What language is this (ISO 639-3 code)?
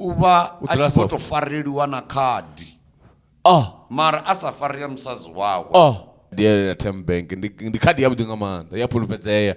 ven